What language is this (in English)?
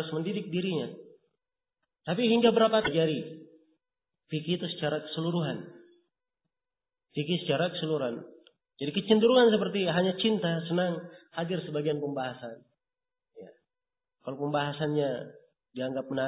Indonesian